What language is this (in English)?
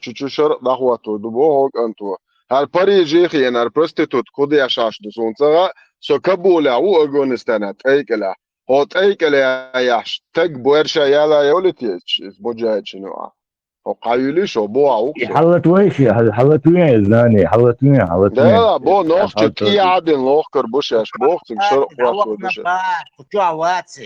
Chechen